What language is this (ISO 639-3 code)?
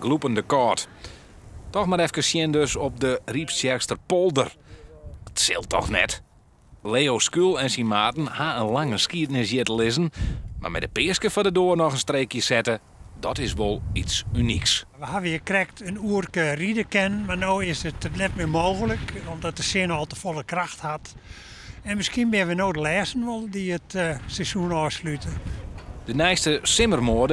fry